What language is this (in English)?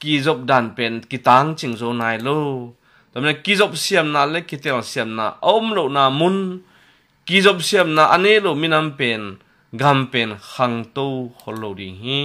Tedim Chin